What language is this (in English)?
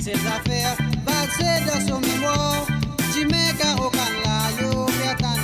Morisyen